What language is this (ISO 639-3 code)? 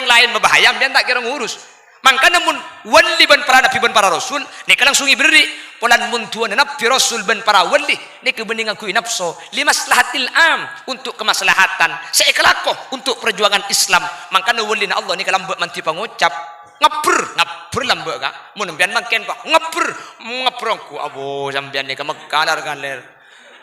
mad